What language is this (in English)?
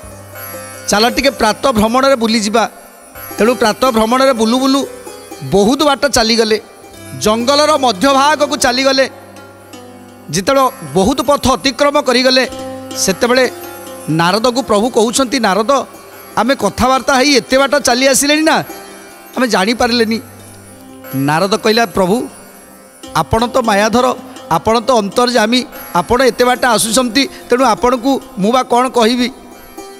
Odia